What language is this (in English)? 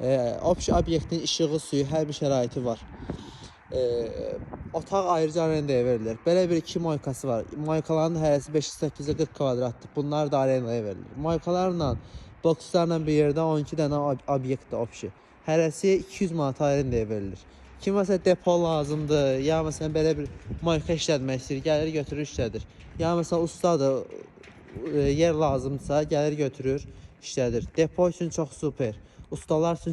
Azerbaijani